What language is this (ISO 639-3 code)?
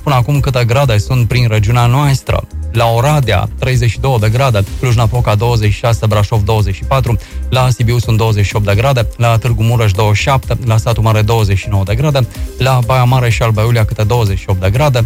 ron